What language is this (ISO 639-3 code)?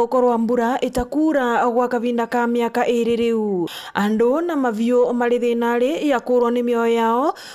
mer